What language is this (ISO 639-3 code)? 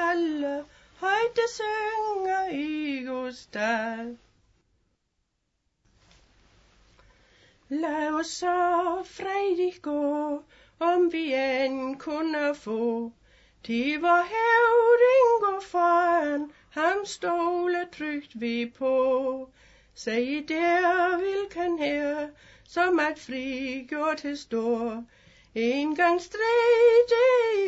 dan